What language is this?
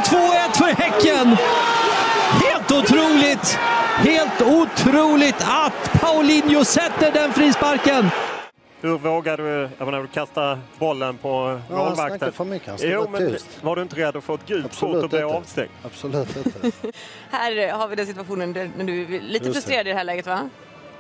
Swedish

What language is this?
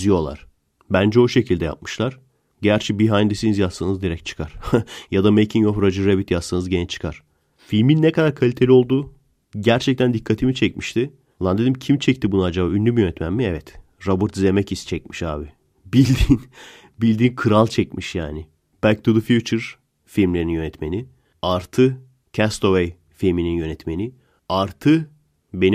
Turkish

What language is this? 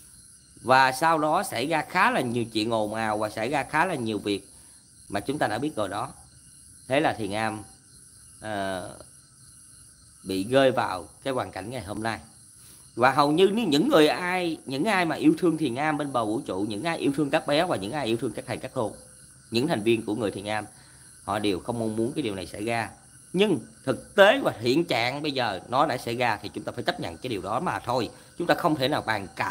Vietnamese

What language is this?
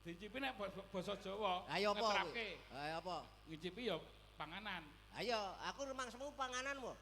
Javanese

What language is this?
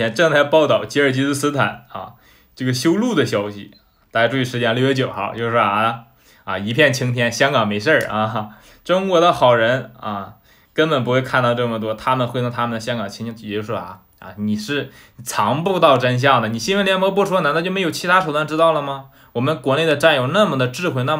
Chinese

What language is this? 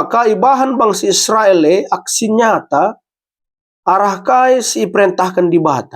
Batak Karo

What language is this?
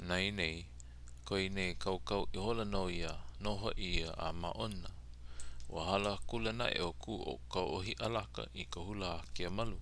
Hawaiian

